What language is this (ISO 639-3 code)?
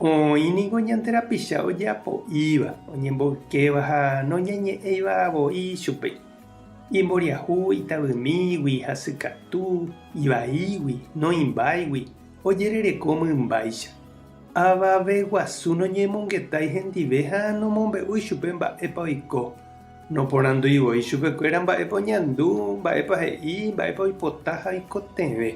grn